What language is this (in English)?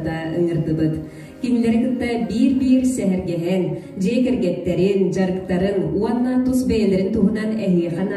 Yakut